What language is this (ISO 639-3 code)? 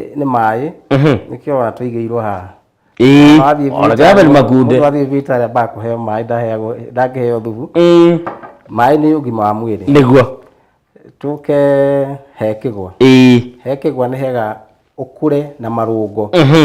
kik